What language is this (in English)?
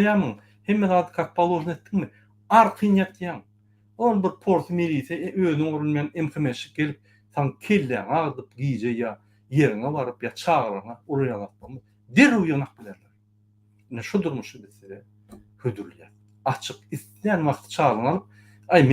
Turkmen